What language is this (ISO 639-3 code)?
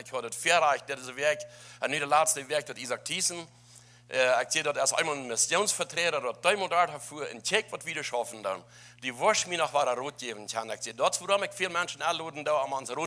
pdt